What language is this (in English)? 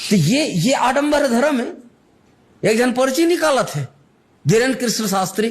Chhattisgarhi